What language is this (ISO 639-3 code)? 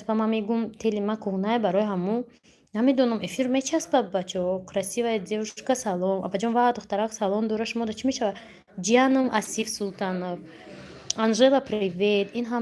tgk